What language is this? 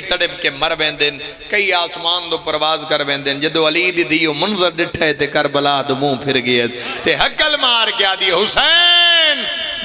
Pahari-Potwari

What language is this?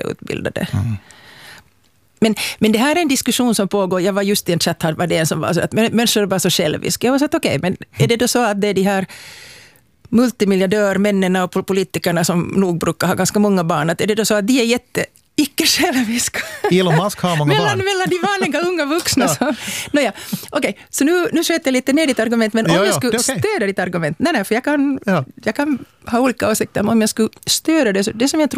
Swedish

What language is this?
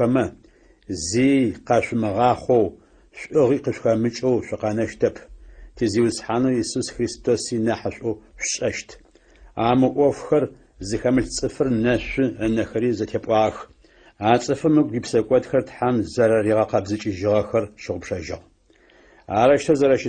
Adyghe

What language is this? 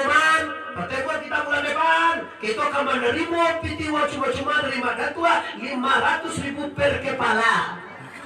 Minangkabau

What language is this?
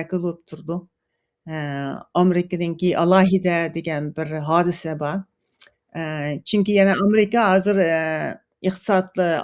Uyghur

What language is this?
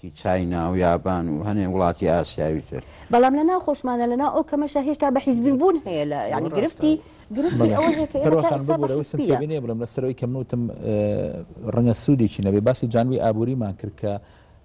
Central Kurdish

